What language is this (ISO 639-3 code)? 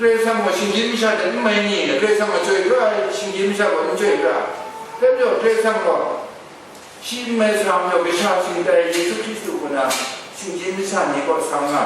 kac